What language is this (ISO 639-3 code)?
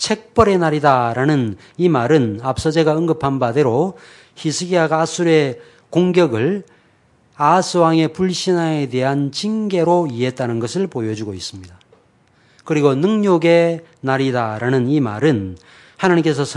kor